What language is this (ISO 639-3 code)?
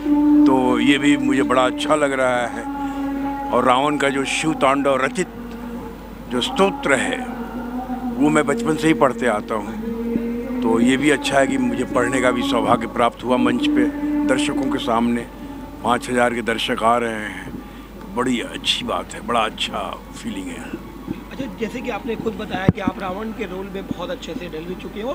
hin